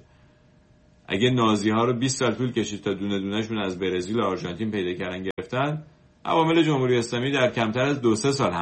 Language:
Persian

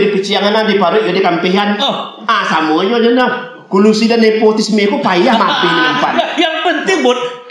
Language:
Minangkabau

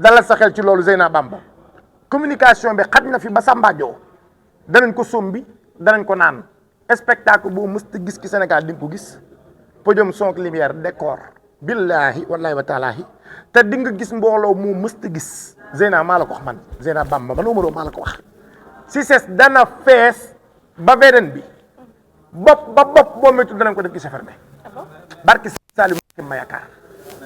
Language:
Wolof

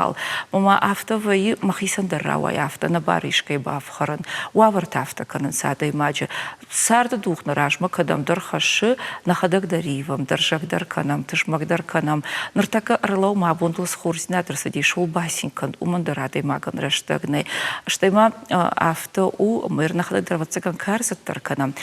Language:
Ossetic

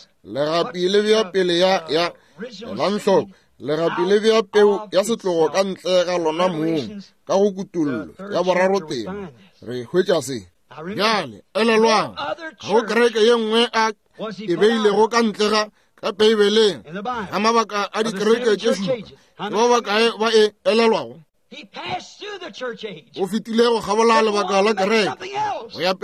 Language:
Northern Sotho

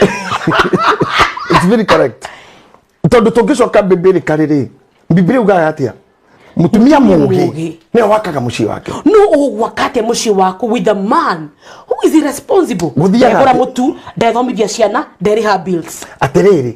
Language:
Kikuyu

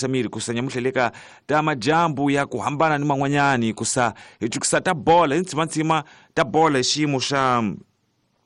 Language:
Tsonga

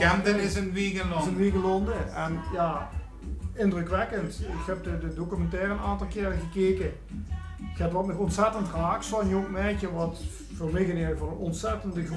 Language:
Limburgish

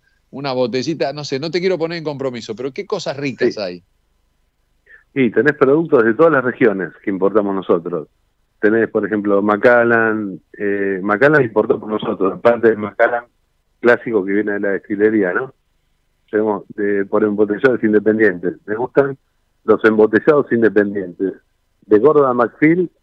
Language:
Spanish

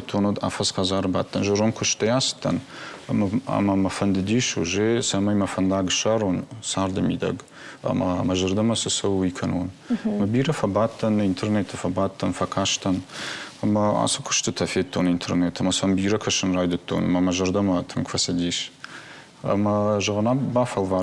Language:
Ossetic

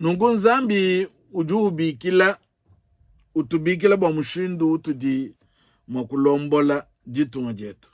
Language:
Luba-Lulua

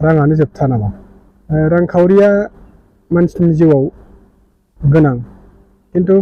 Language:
Bodo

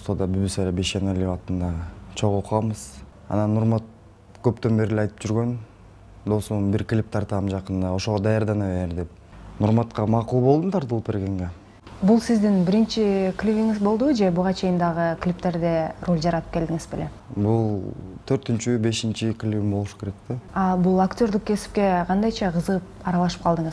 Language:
Kyrgyz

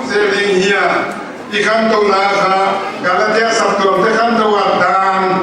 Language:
Paite Chin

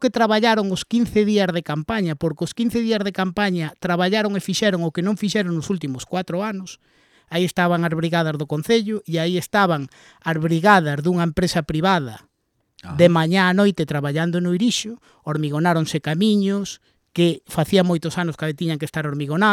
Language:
Galician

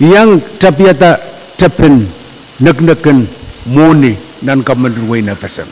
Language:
Pohnpeian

